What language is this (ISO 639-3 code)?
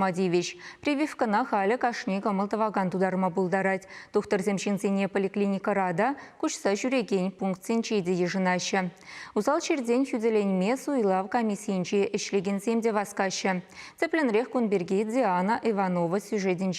chv